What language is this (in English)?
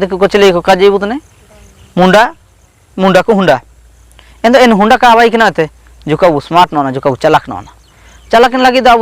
Ho